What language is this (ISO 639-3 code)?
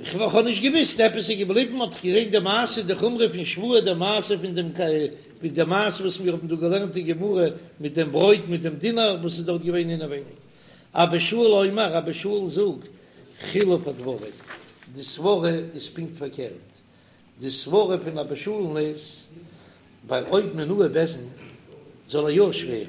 yid